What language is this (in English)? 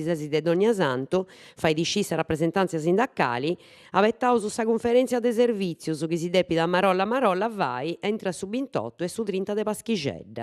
Sardinian